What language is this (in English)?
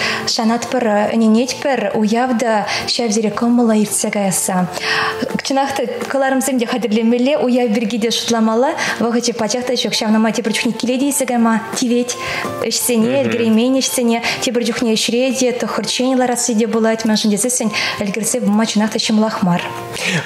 Chuvash